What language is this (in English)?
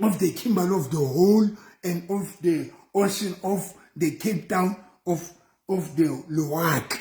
Southern Sotho